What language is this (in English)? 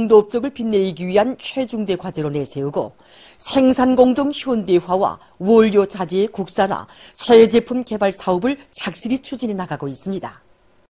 Korean